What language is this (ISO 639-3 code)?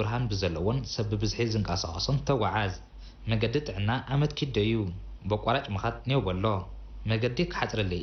tir